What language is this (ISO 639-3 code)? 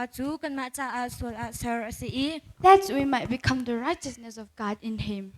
cnh